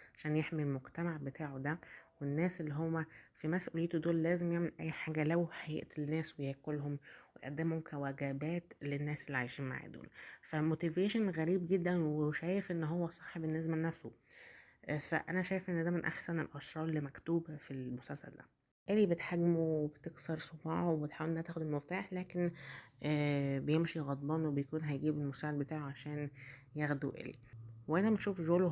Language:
Egyptian Arabic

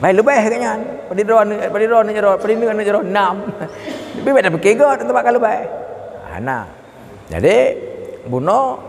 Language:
Achinese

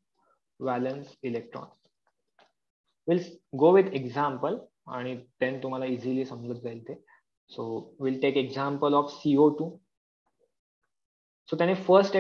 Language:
Marathi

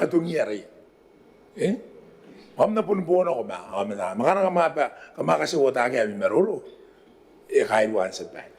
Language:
Gilbertese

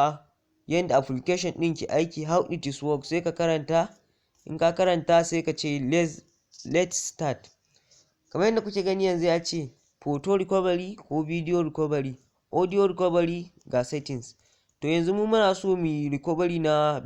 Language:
Hausa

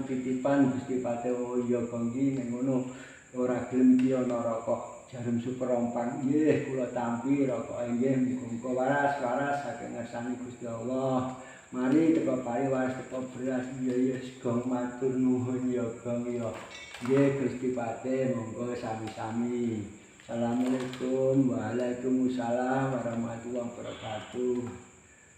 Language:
Javanese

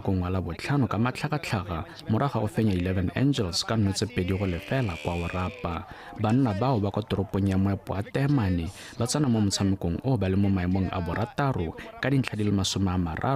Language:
Tswana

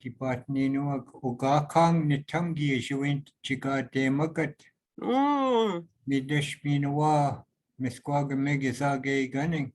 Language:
Chippewa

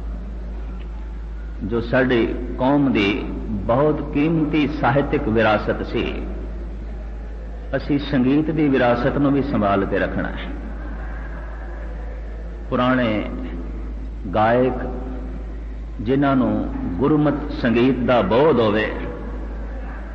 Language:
Punjabi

